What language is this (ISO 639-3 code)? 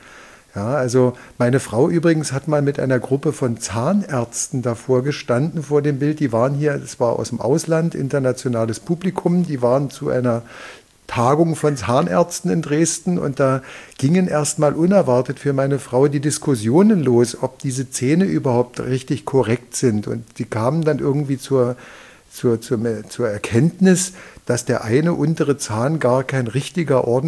deu